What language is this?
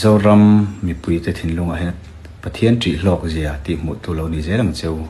Mizo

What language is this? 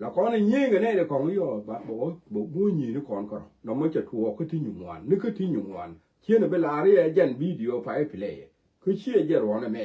Nuer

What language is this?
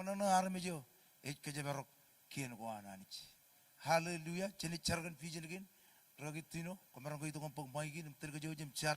Marshallese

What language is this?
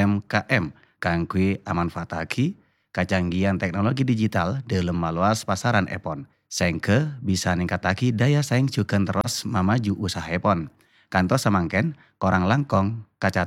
Madurese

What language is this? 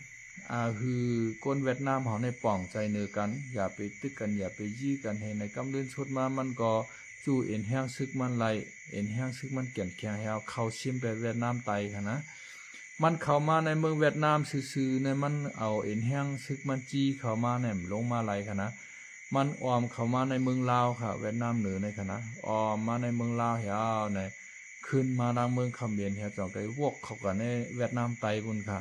Shan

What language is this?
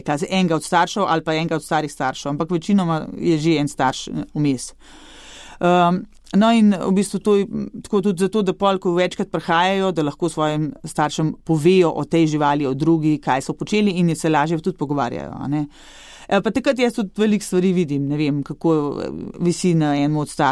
Slovenian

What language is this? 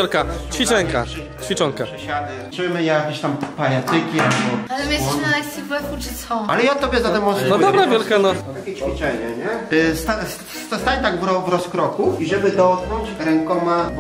Polish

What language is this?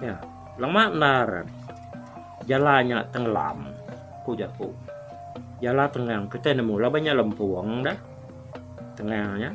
Iban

